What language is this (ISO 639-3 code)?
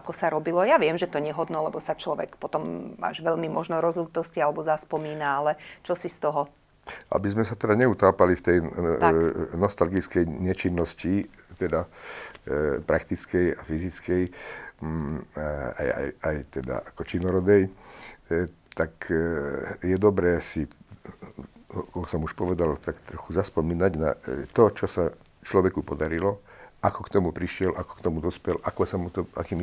slk